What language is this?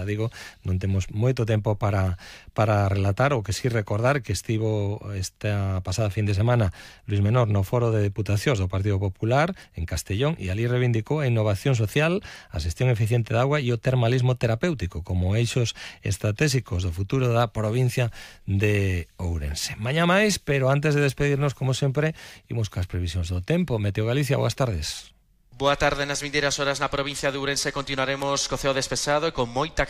Galician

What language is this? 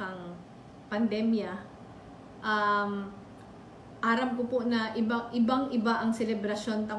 Bikol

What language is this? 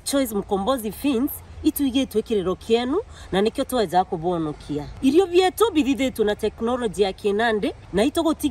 Meru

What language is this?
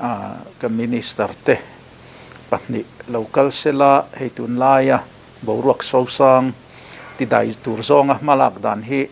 Mizo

